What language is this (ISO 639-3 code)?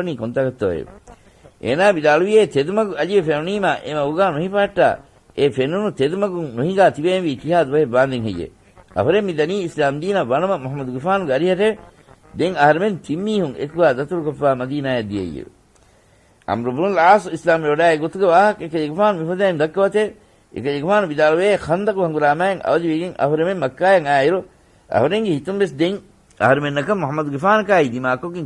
div